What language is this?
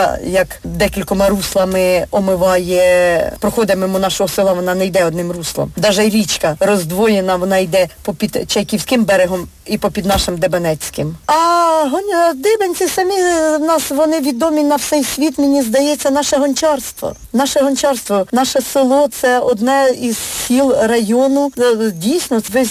Ukrainian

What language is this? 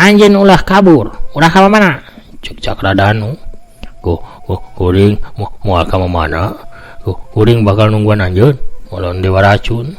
Sundanese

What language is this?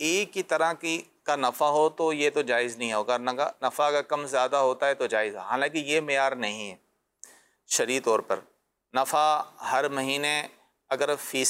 Urdu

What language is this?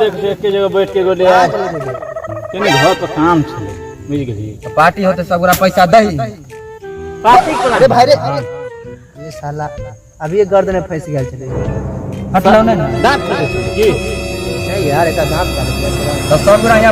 Maithili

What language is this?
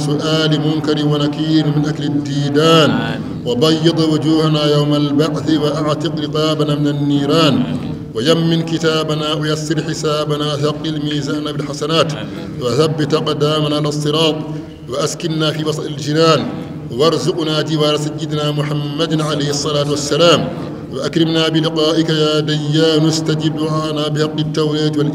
Bambara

